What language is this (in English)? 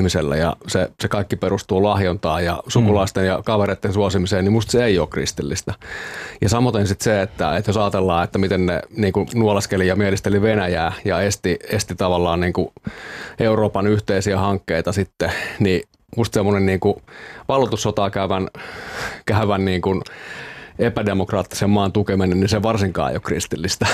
Finnish